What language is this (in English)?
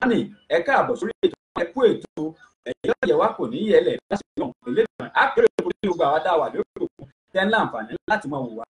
Yoruba